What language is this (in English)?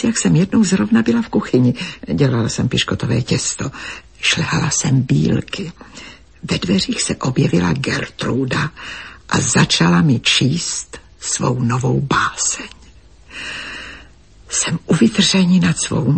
Czech